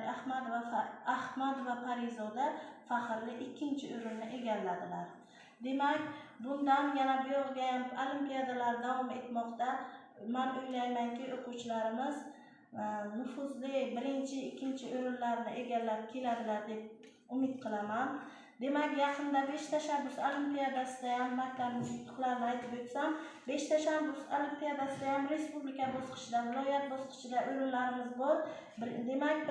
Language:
Uzbek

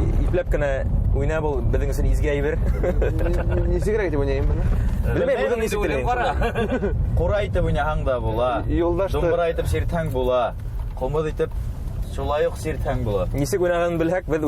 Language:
Bashkir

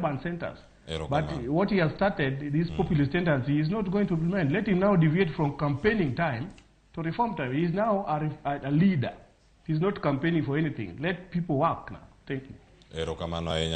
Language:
Luo (Kenya and Tanzania)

